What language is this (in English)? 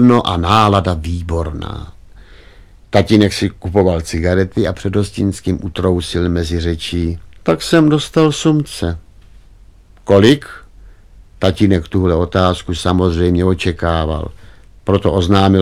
Czech